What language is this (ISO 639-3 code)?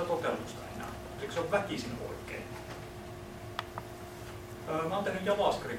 fin